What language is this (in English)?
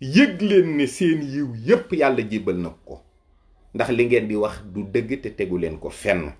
Wolof